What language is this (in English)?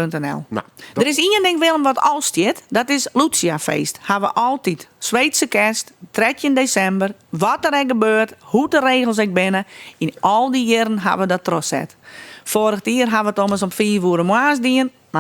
Western Frisian